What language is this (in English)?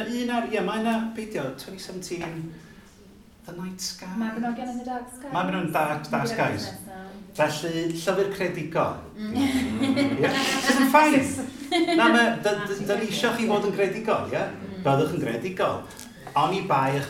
Welsh